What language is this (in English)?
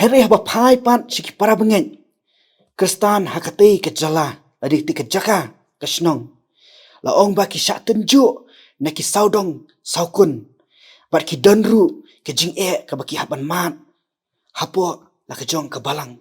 Khasi